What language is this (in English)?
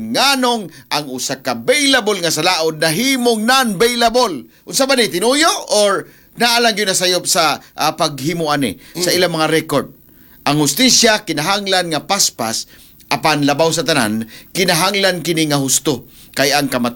Cebuano